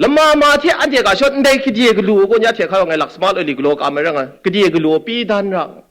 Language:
Kachin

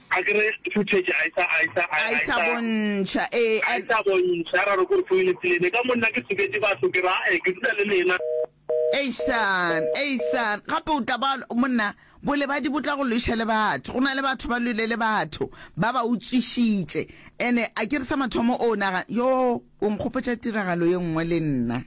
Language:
Northern Sotho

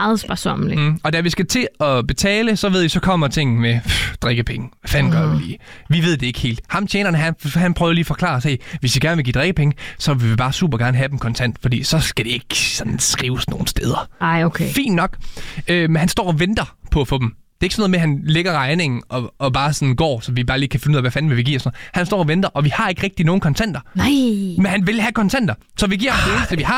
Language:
Danish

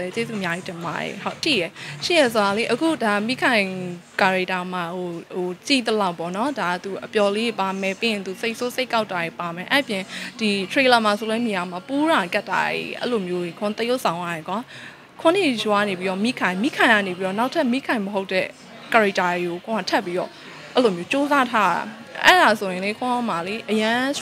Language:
Burmese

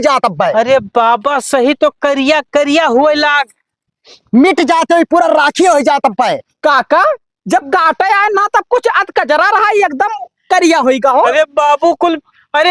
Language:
Awadhi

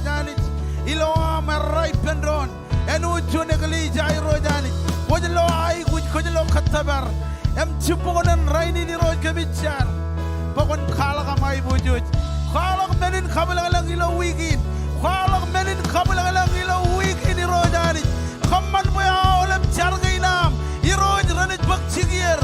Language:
Marshallese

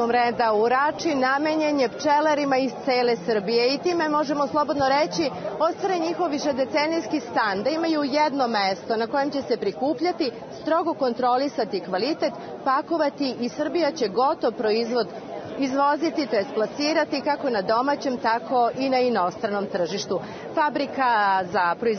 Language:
Serbian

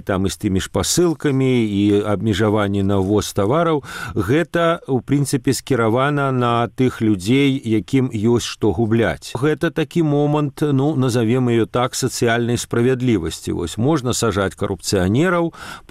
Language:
Belarusian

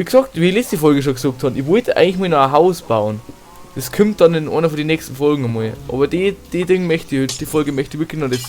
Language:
Bavarian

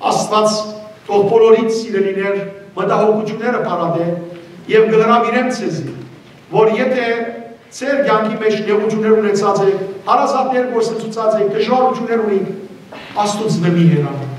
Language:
Western Armenian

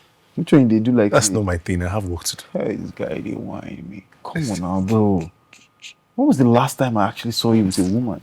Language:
Nigerian Pidgin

